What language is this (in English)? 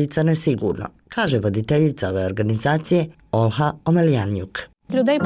Serbian